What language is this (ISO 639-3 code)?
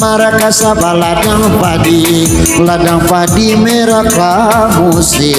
min